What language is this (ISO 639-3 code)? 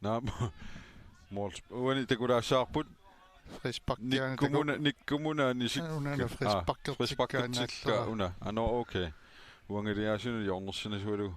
kal